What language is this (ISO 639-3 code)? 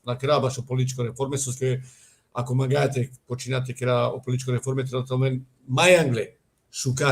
rmn